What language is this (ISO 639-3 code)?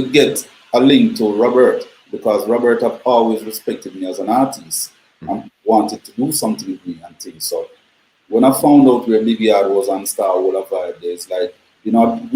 jam